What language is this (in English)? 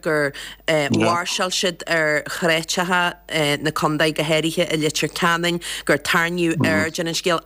Irish